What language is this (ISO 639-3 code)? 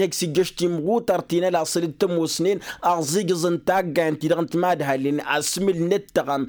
taq